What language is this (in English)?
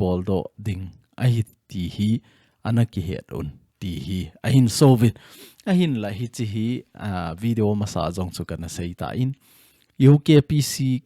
Thado Chin